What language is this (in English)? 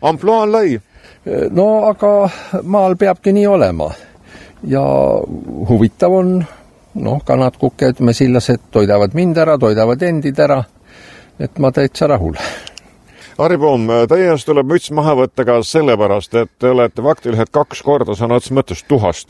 Estonian